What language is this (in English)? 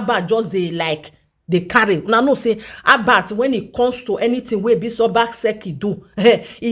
Nigerian Pidgin